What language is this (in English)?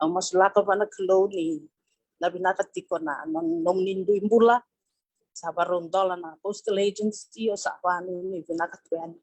Fijian